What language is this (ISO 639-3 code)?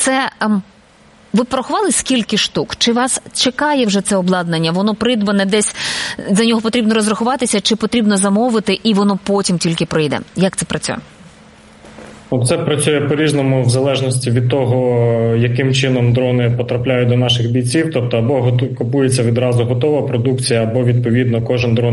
ukr